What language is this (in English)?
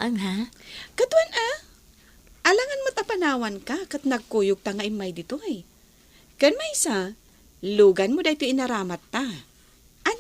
Iloko